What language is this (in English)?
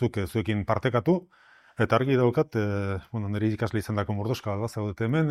Basque